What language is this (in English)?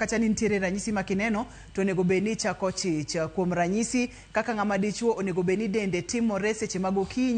Luo (Kenya and Tanzania)